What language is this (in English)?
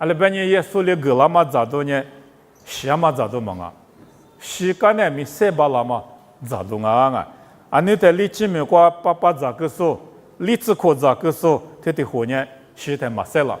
Lisu